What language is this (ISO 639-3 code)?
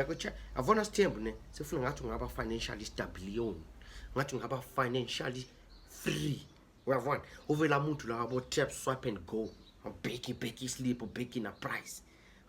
zul